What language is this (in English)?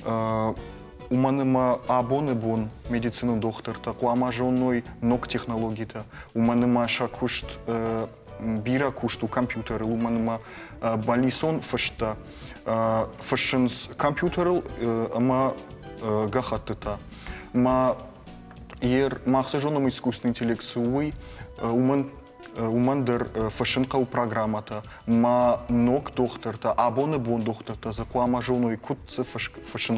Ossetic